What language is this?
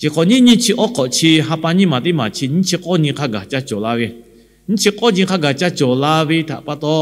Lahu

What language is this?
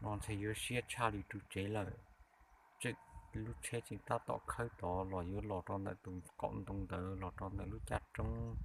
Hmong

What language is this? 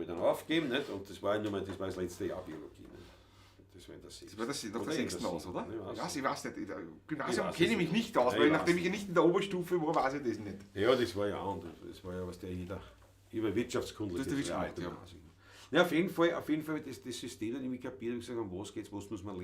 Bavarian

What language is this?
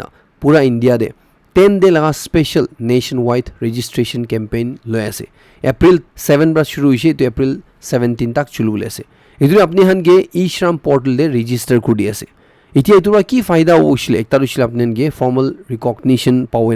Naga Pidgin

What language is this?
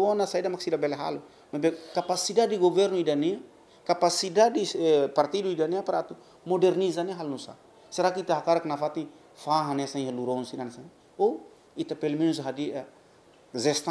Tetum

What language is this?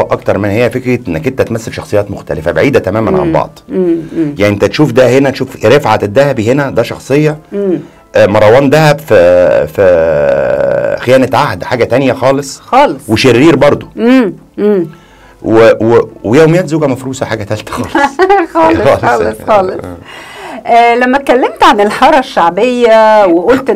Egyptian Arabic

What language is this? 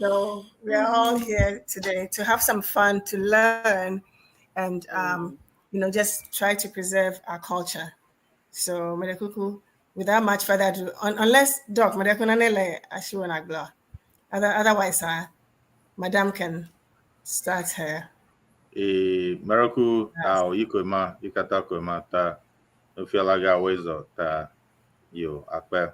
Ewe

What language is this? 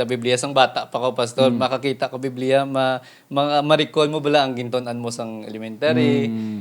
Hiligaynon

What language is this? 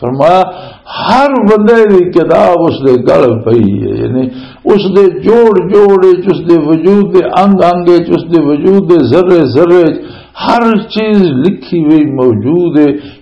Western Panjabi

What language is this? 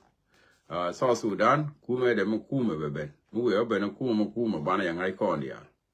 Nuer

